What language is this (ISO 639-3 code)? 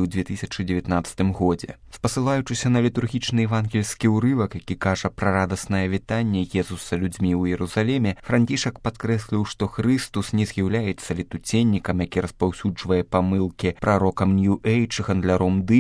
bel